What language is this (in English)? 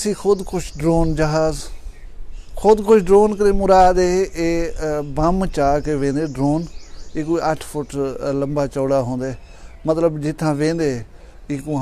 Saraiki